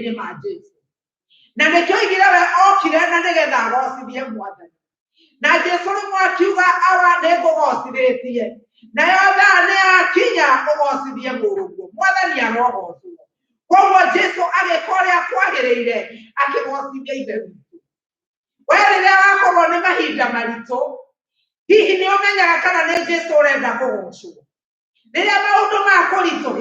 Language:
Kikuyu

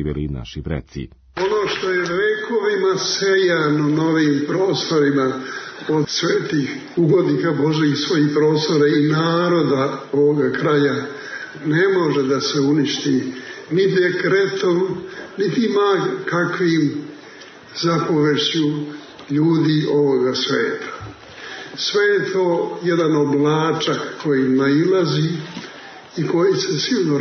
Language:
Serbian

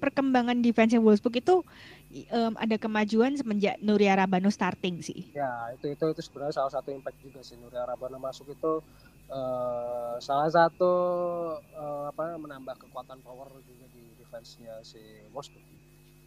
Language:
Indonesian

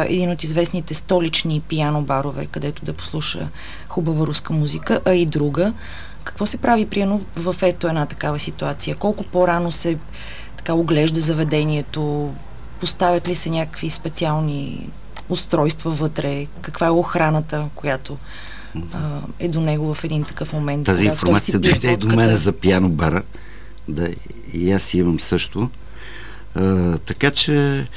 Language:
Bulgarian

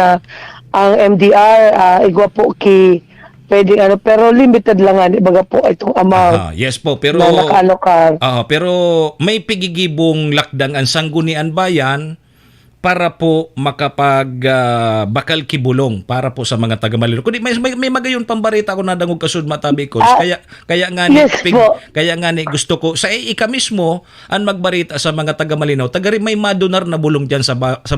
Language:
Bikol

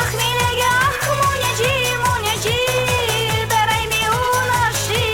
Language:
Chuvash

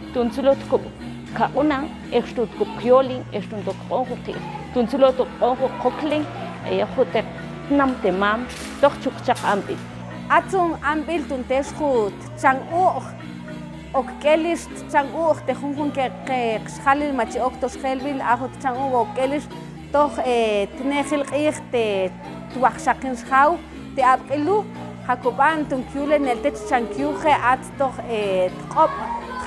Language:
Mam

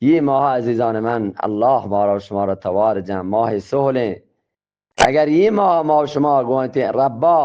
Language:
Eastern Balochi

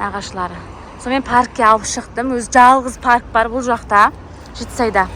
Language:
Kazakh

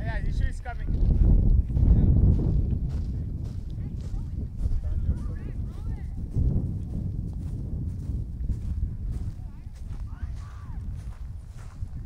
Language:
Telugu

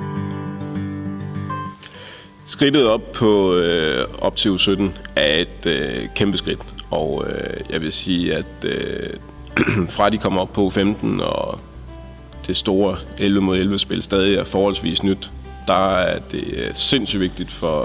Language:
Danish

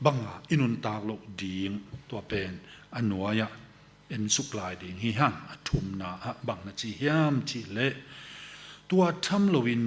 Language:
Tedim Chin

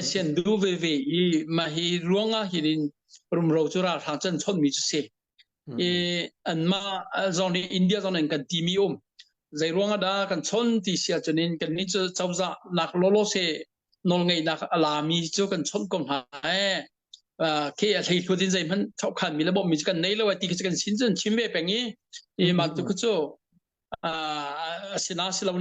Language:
Hakha Chin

